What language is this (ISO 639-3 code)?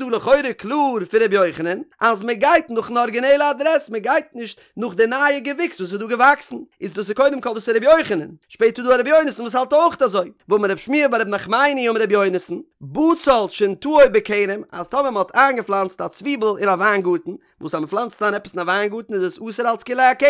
yid